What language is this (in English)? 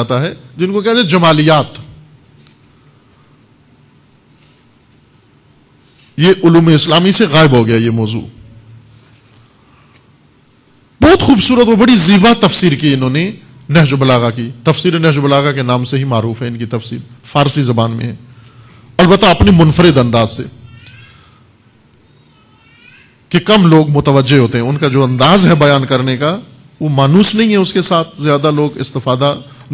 Urdu